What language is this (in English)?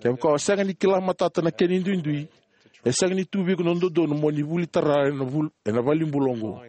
Fijian